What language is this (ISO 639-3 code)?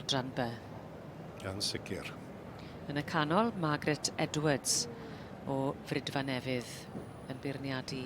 cym